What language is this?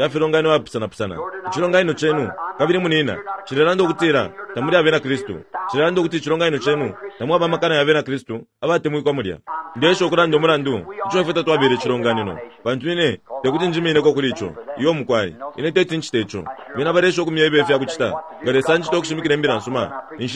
Bemba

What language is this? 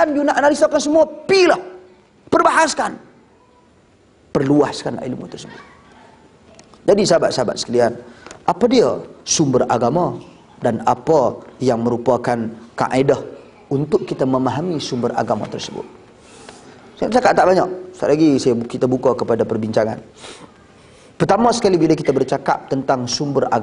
Malay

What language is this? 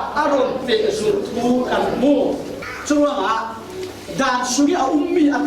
Falam Chin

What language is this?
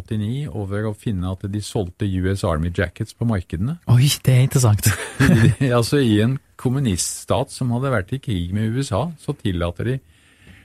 Norwegian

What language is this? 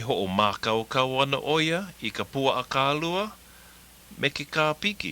Hawaiian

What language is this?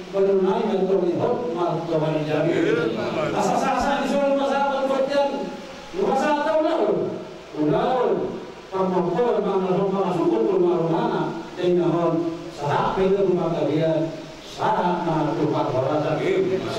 Batak Toba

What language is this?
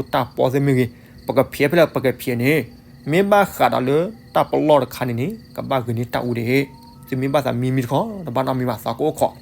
S'gaw Karen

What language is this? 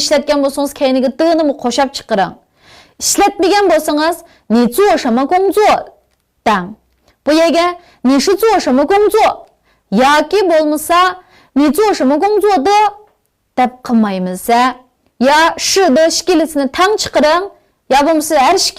Uyghur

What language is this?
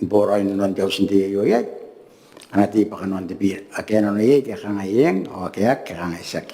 Gilbertese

